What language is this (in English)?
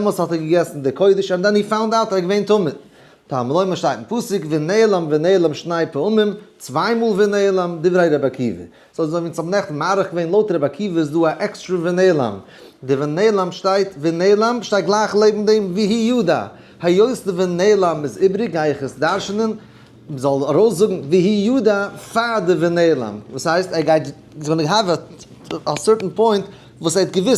Yiddish